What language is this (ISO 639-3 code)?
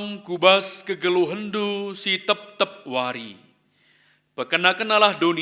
btx